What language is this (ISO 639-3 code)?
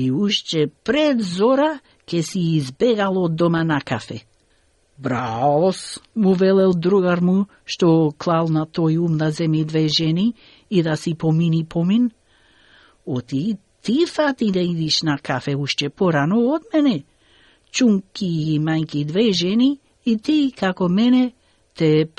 mkd